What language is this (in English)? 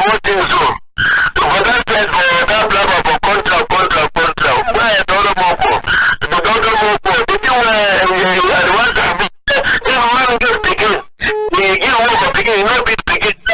Cameroon Pidgin